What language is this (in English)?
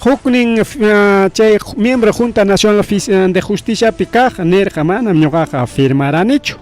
Ayacucho Quechua